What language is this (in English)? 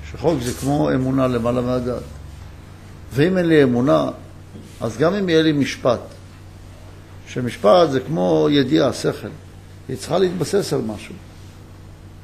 Hebrew